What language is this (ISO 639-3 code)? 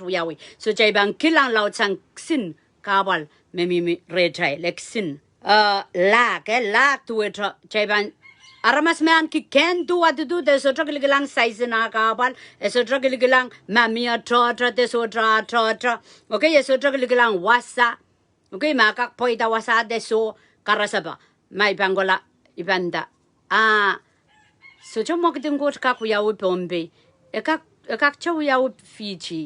pon